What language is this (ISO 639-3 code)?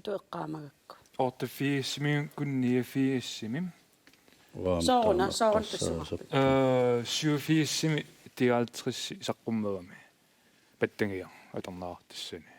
kal